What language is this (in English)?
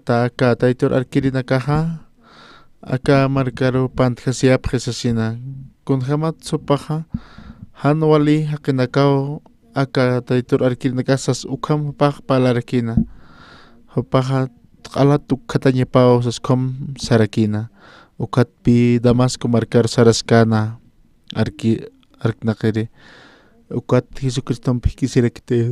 Aymara